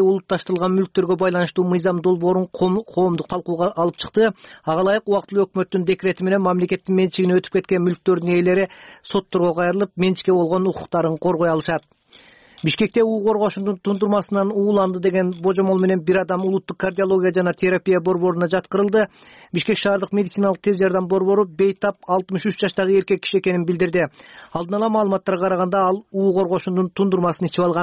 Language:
Kyrgyz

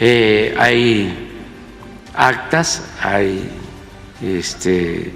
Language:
Ayacucho Quechua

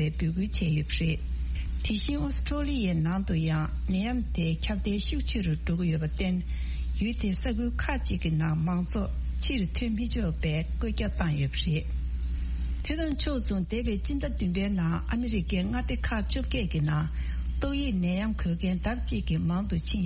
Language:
Tibetan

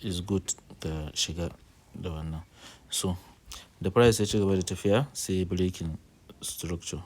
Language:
Hausa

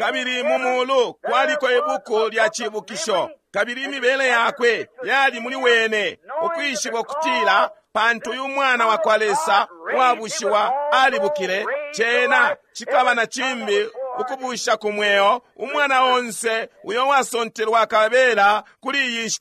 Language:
Bemba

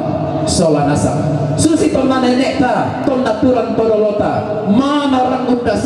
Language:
Toraja-Sa'dan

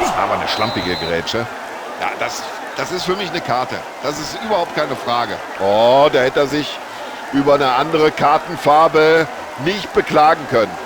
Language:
Bavarian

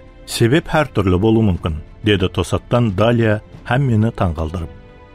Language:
Kara-Kalpak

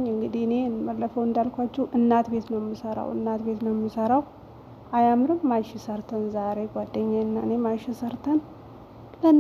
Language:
Amharic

